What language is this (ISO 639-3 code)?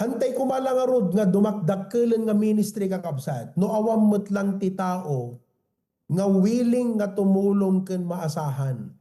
ilo